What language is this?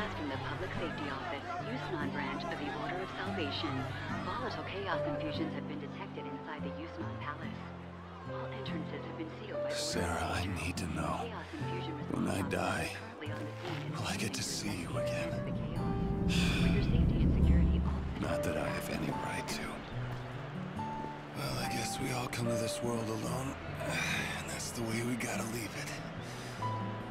English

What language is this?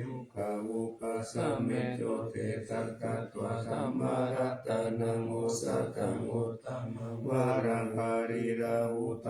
Pali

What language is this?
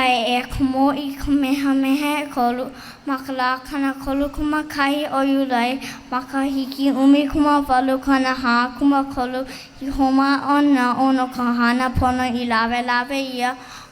Hawaiian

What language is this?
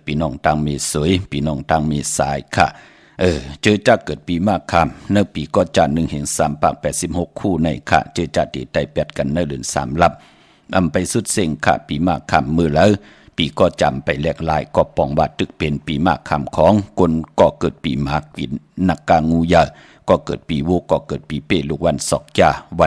Shan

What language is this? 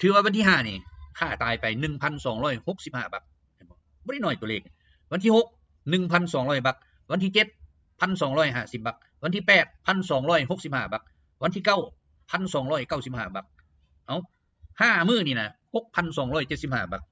Lao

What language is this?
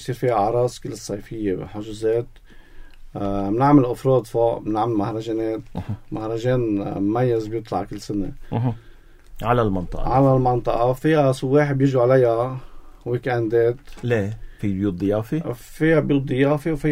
North Levantine Arabic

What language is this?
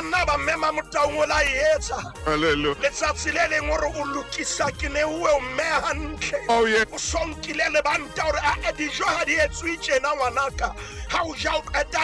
Southern Sotho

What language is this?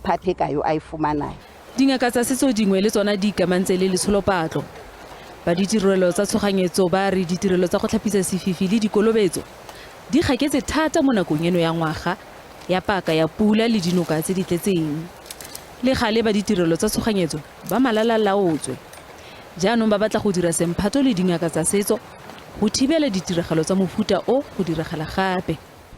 Tswana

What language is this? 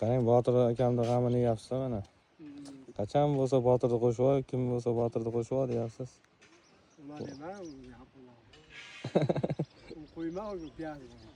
Uzbek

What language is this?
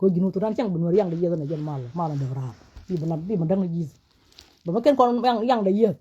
Nuer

